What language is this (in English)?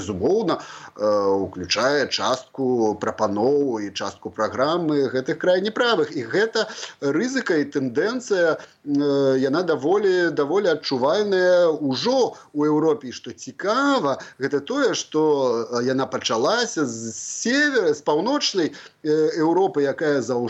Belarusian